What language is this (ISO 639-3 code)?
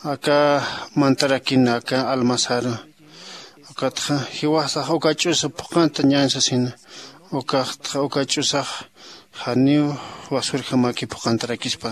aym